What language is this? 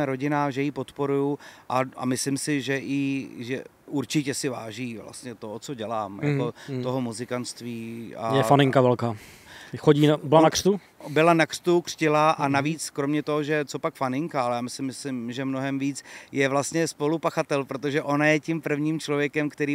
Czech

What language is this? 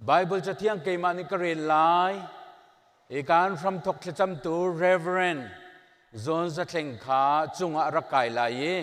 Hakha Chin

